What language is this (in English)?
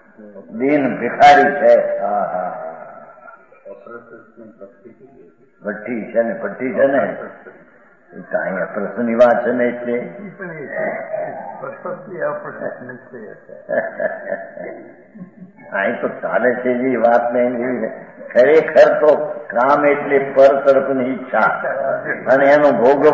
Gujarati